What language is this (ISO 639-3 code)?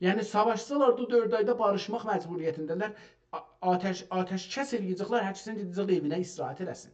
azb